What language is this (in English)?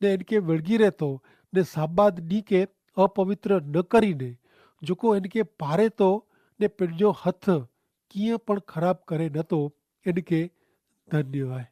Kachhi